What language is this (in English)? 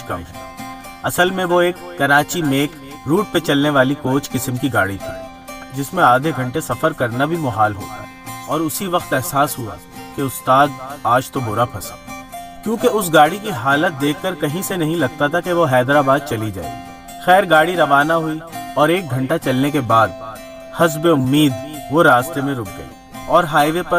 Urdu